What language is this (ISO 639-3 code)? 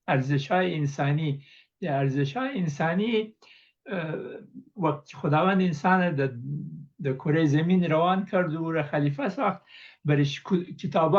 pus